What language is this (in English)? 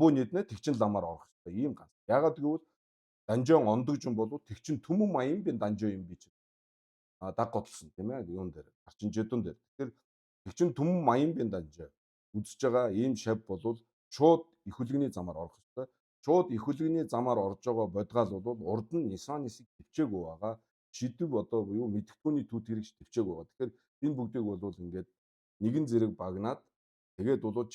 Mongolian